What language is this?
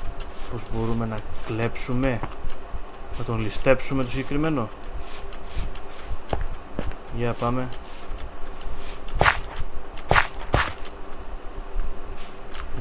Greek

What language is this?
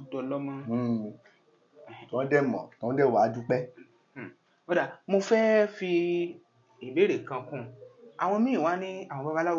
Yoruba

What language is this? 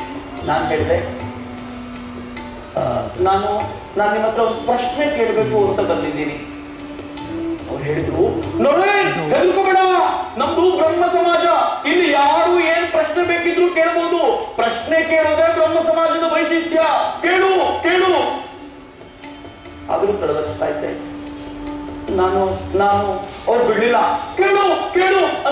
Kannada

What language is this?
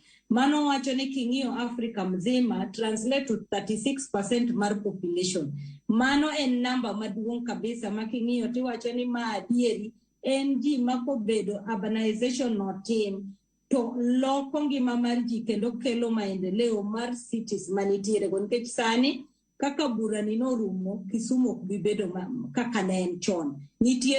Luo (Kenya and Tanzania)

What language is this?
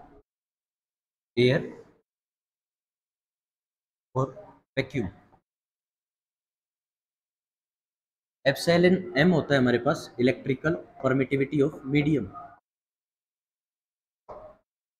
Hindi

